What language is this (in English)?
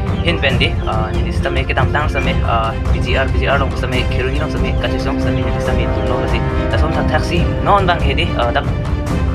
Karbi